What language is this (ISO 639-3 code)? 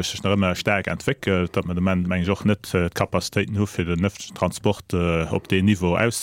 ltz